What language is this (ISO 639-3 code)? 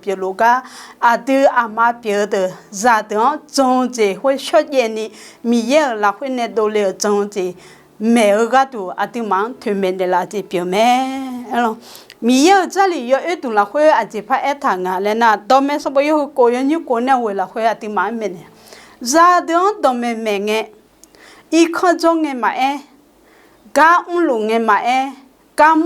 ahk